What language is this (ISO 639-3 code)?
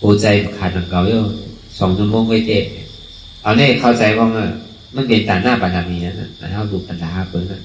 shn